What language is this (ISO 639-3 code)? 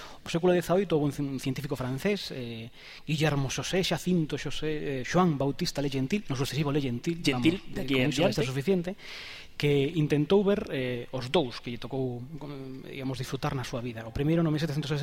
glg